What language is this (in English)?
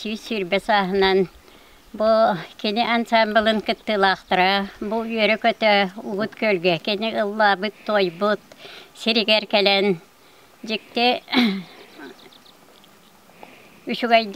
Yakut